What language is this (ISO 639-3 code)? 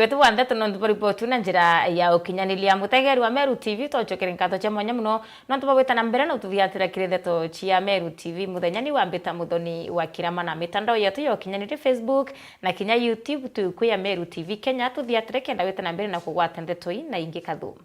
mer